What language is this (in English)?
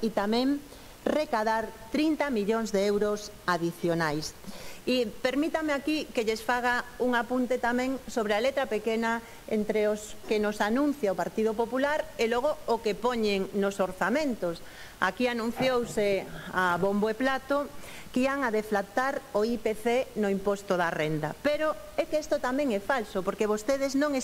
Galician